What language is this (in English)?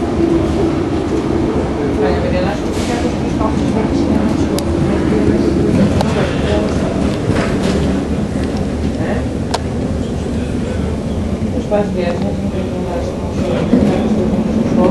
Portuguese